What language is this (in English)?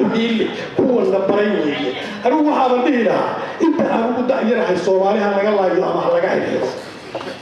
Somali